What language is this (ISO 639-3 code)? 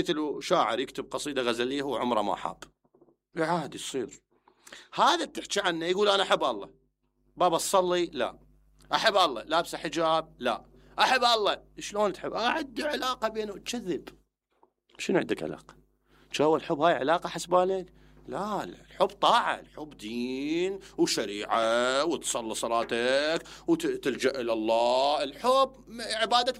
acm